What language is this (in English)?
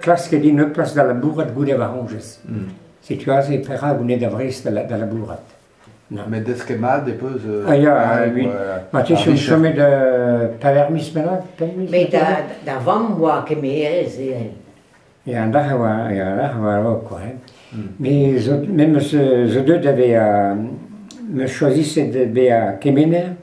Breton